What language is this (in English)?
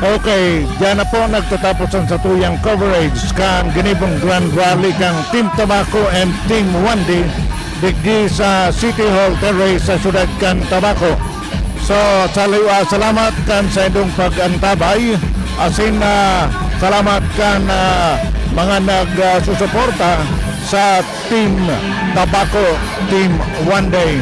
Bikol